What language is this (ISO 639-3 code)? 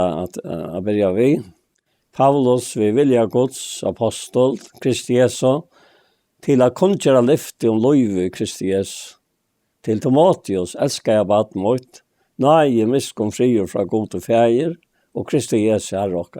fao